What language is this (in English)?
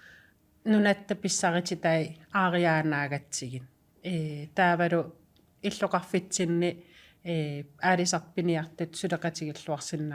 Kalaallisut